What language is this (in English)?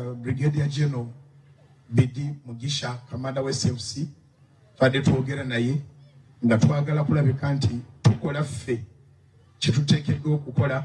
Ganda